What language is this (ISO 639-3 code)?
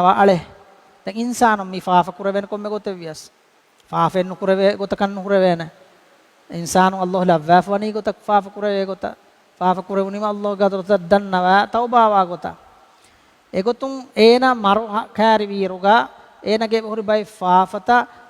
div